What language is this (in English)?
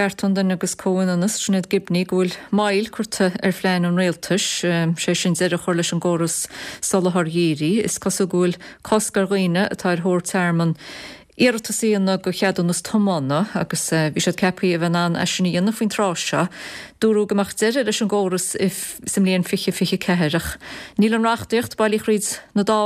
Irish